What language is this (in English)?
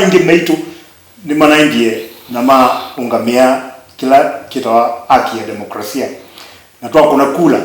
Kamba